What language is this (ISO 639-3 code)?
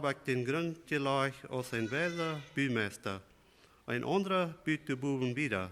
pdt